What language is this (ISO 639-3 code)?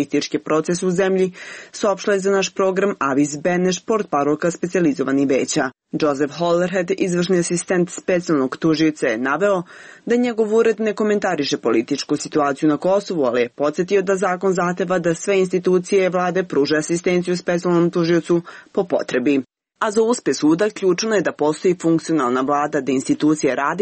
srp